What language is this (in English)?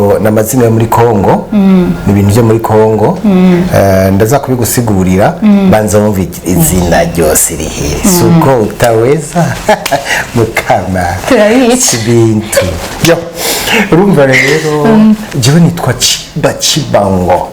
Rundi